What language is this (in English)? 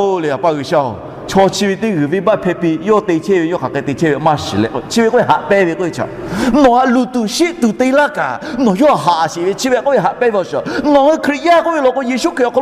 Lahu